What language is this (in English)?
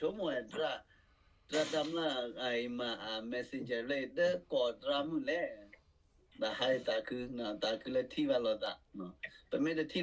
S'gaw Karen